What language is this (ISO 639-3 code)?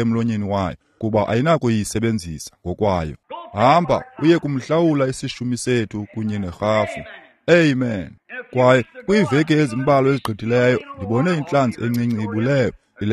xho